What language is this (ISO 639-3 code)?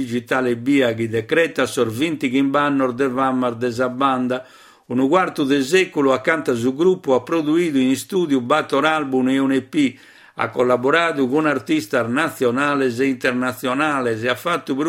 srd